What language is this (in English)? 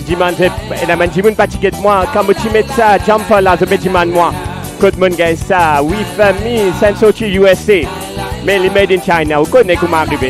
Morisyen